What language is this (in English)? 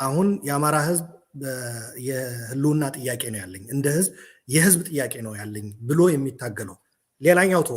Amharic